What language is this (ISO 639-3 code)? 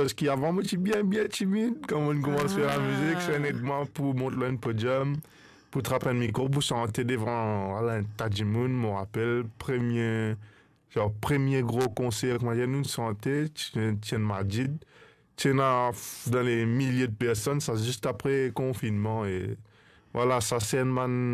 mfe